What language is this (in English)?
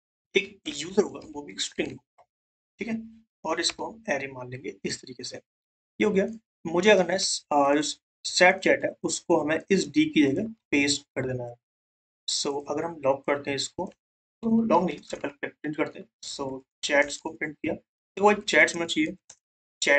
Hindi